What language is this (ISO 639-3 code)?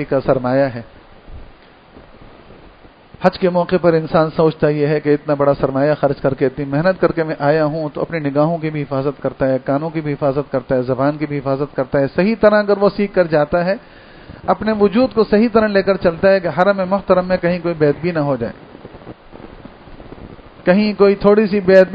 urd